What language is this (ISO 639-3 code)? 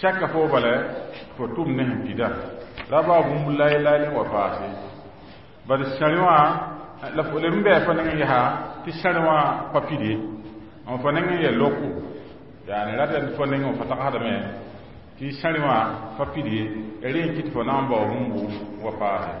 mos